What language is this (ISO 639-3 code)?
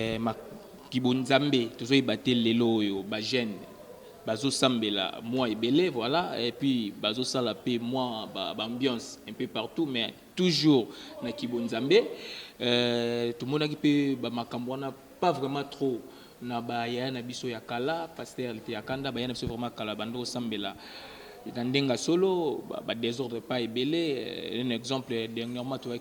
lin